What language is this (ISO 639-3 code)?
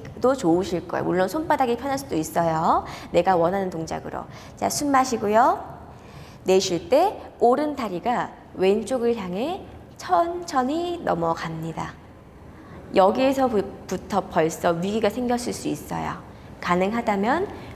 kor